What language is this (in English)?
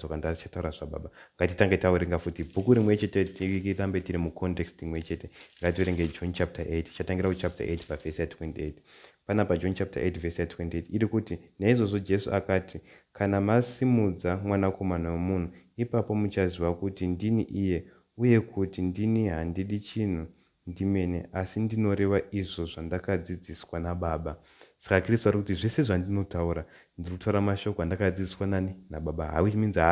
Shona